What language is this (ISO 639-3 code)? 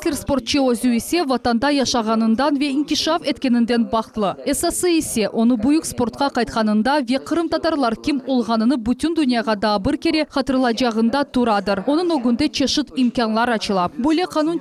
crh